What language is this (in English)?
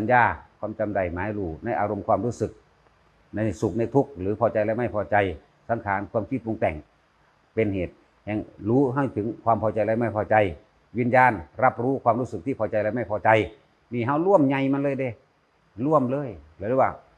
Northeastern Thai